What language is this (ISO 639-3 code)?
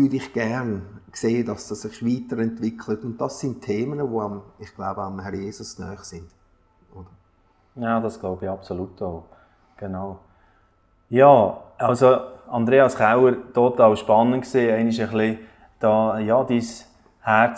gsw